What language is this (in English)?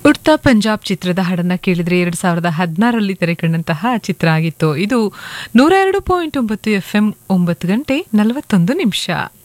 Kannada